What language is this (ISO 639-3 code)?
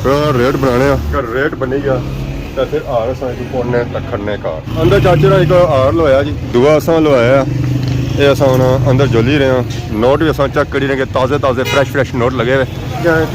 phr